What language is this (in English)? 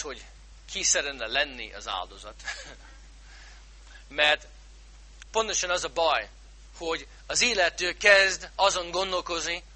Hungarian